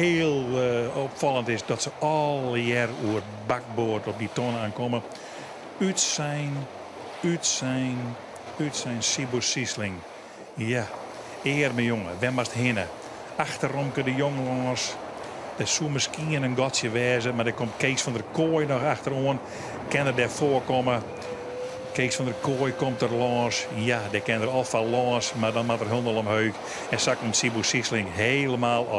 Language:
Western Frisian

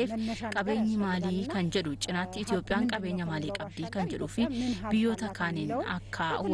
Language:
Oromo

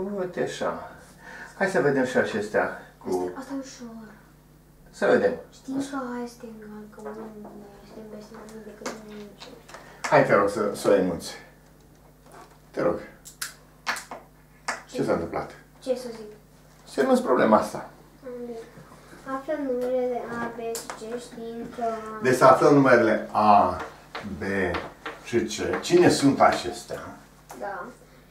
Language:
Romanian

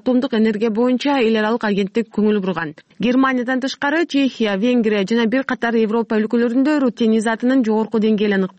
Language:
Kyrgyz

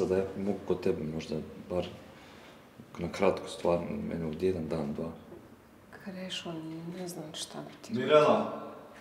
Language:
Croatian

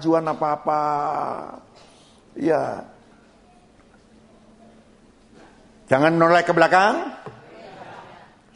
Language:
Indonesian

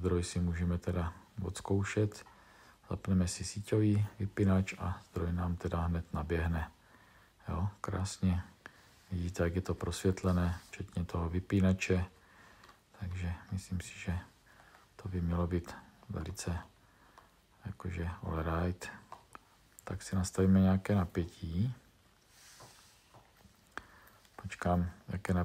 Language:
Czech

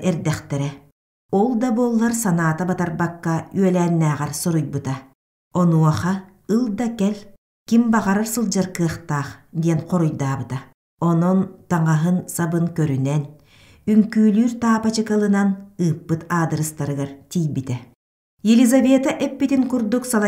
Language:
Yakut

